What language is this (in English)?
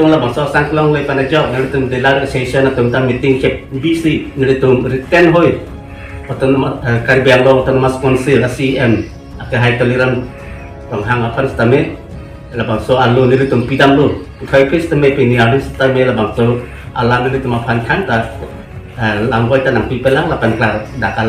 Karbi